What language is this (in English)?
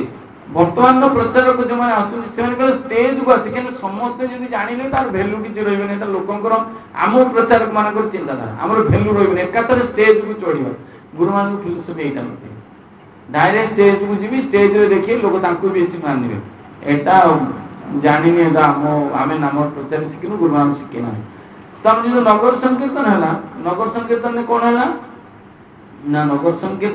Odia